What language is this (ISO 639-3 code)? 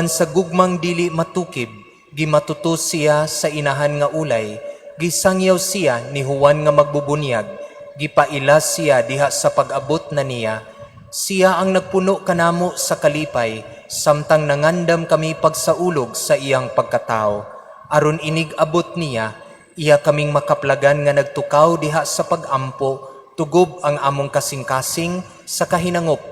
ceb